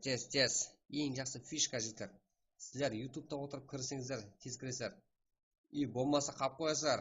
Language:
Kara-Kalpak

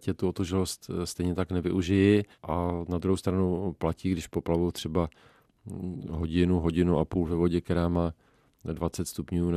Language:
Czech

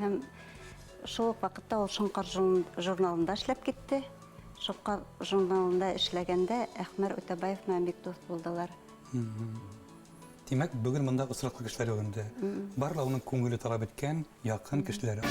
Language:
Bashkir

